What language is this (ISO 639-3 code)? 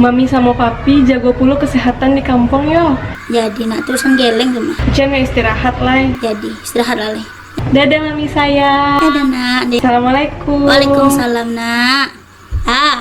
min